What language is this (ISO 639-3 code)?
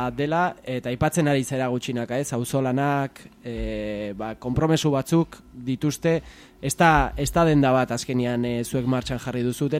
eus